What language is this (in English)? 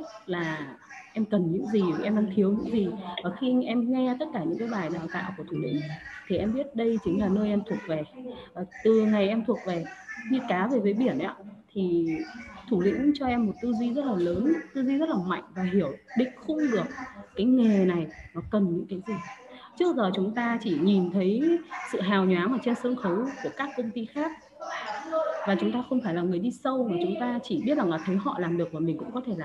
Vietnamese